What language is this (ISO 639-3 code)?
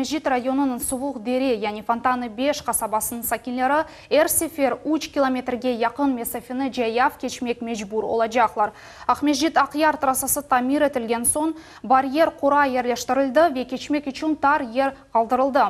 crh